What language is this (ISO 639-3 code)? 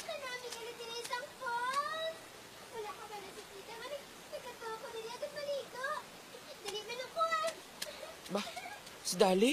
hil